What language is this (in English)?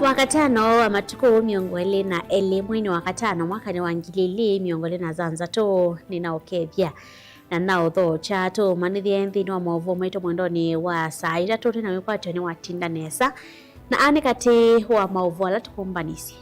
Kamba